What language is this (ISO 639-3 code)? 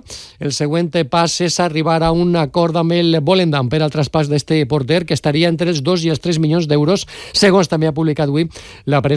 cat